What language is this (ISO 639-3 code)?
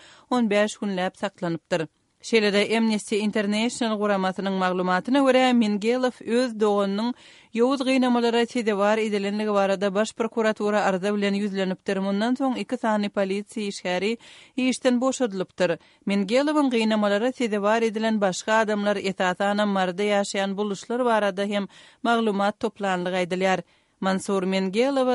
tuk